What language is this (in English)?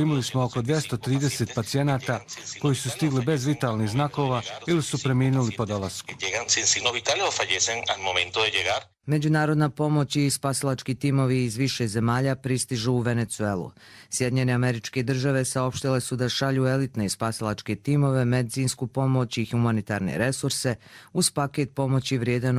Croatian